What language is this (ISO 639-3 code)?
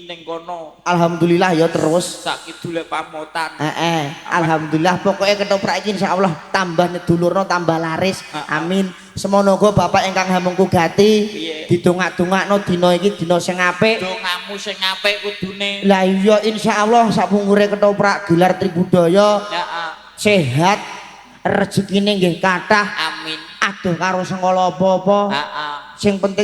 jav